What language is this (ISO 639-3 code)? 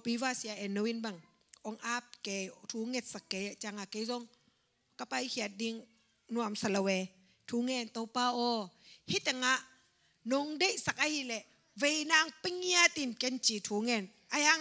ctd